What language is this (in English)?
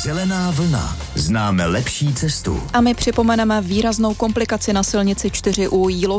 Czech